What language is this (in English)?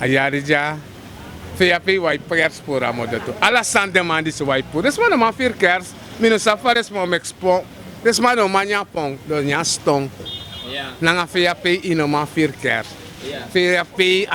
Sranan Tongo